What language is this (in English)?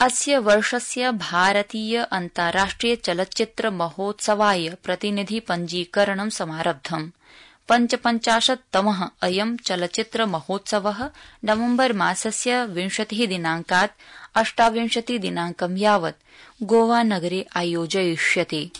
Sanskrit